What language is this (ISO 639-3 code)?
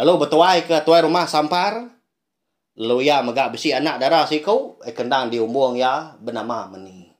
iba